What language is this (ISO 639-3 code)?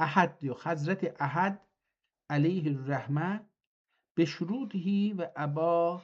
azb